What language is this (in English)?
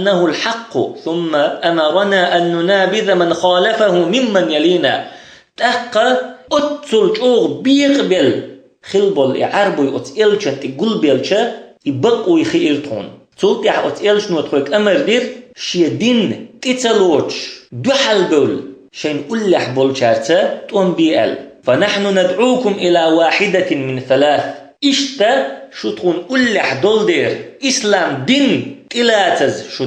Chechen